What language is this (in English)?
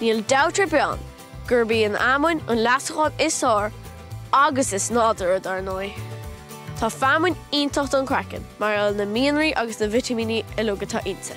Irish